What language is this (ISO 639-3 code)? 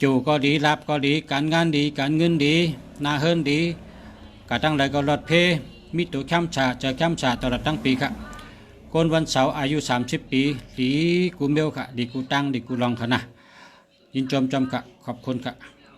shn